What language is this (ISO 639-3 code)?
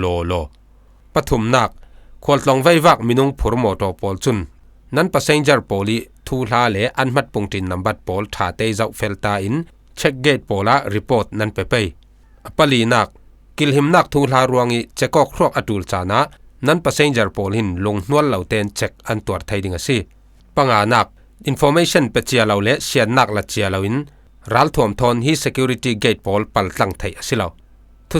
cfm